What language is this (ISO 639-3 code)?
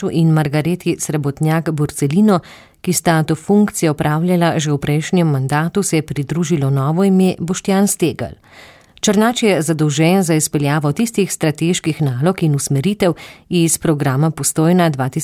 slv